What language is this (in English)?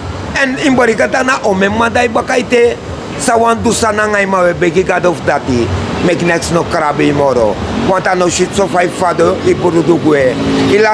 Sranan Tongo